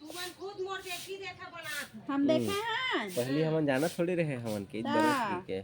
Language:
Chhattisgarhi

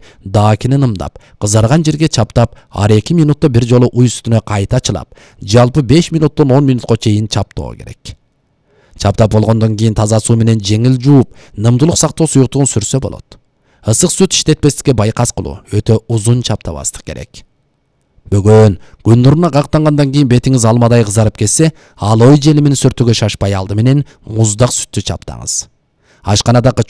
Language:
Kyrgyz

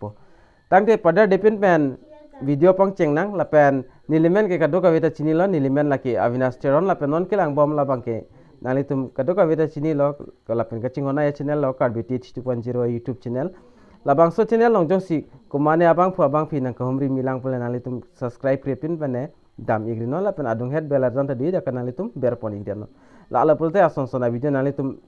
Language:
Karbi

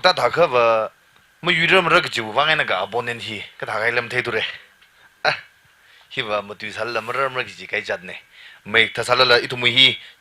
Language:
Tangkhul Naga (India)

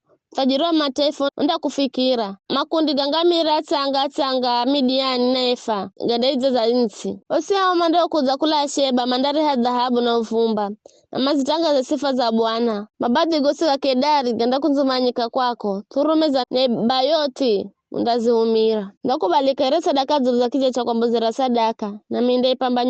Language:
Giryama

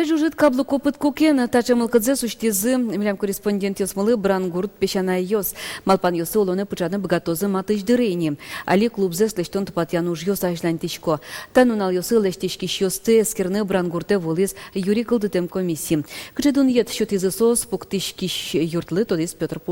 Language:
Udmurt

